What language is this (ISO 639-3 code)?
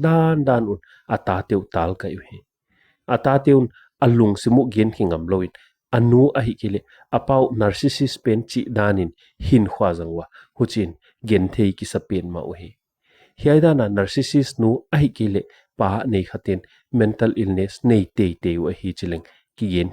pck